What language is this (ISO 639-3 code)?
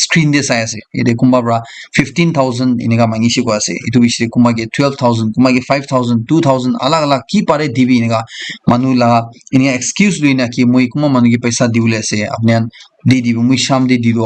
nag